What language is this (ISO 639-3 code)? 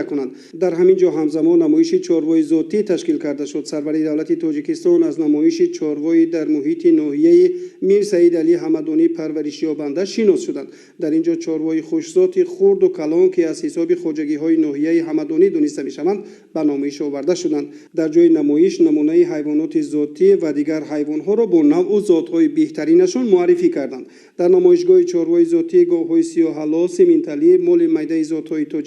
tgk